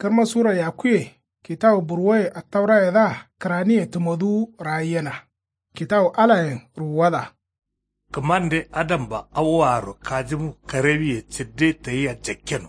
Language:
Kanuri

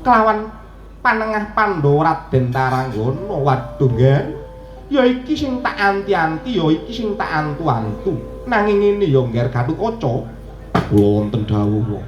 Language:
Javanese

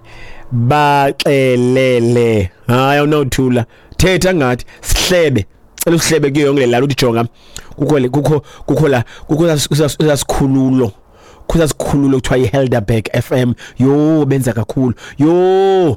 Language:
Xhosa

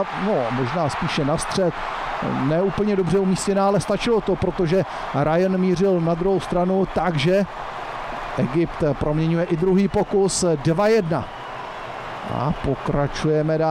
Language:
Czech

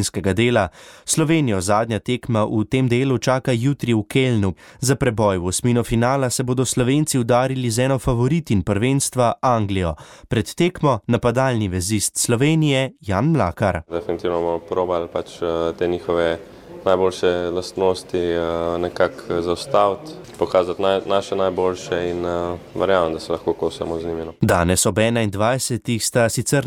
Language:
Slovenian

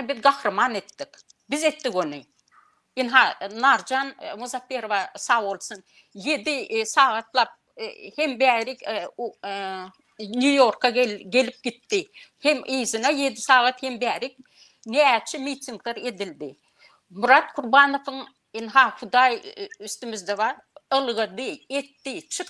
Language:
Turkmen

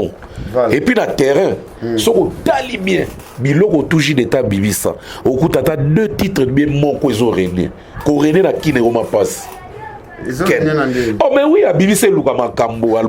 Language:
Lingala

